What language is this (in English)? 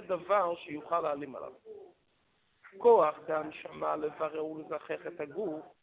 Hebrew